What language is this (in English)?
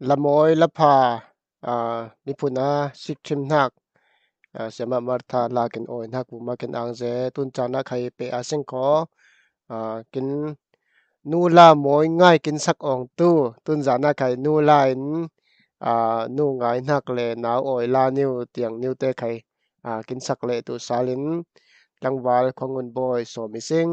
Falam Chin